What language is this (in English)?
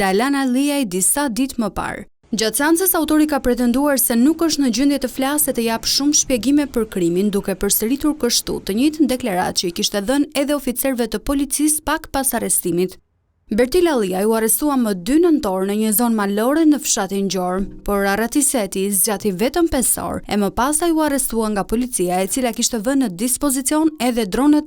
Albanian